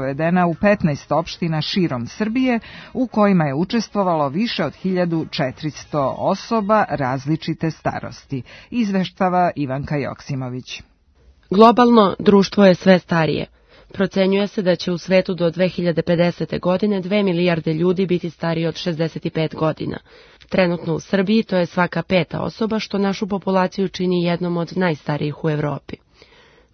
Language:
Serbian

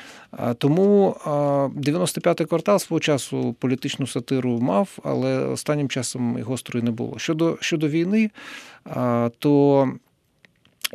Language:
Ukrainian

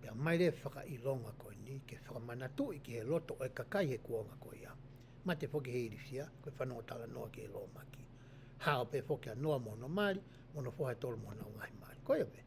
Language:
Tongan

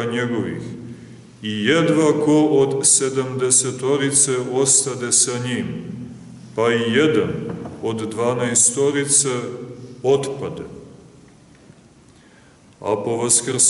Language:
Serbian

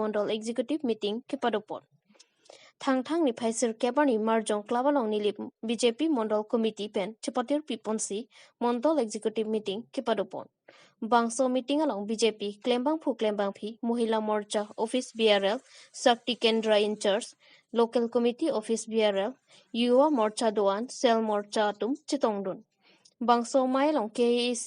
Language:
Karbi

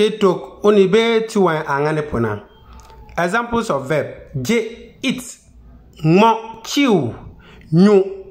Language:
Konkomba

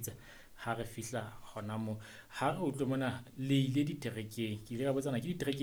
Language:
Southern Sotho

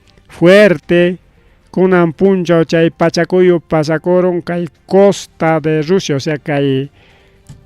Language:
Ayacucho Quechua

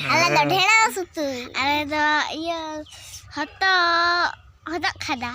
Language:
Santali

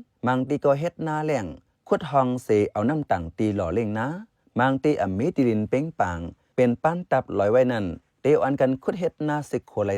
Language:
Shan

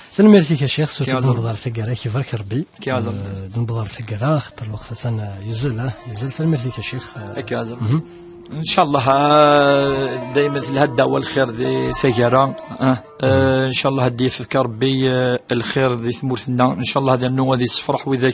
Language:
Kabyle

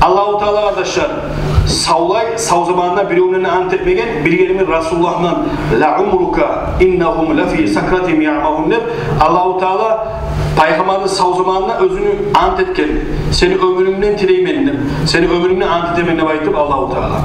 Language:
Kumyk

